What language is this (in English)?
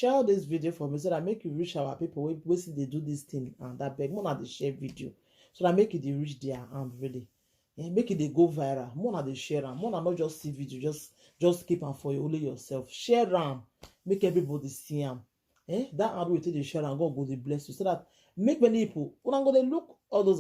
Nigerian Pidgin